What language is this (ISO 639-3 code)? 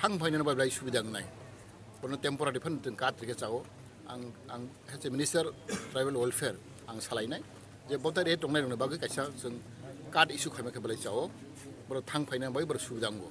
trp